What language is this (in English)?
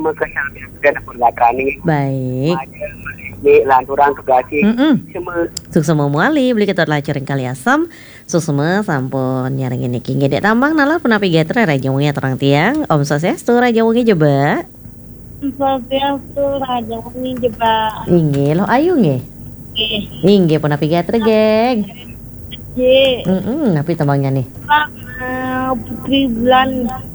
Balinese